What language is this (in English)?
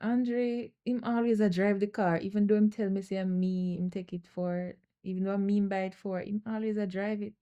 Jamaican Creole English